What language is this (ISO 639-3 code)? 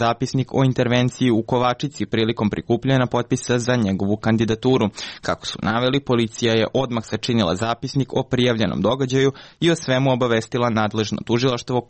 srp